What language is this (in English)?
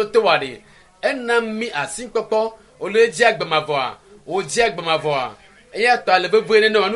Ewe